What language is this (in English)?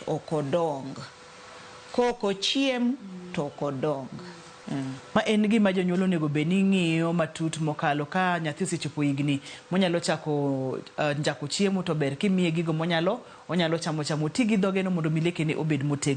Luo (Kenya and Tanzania)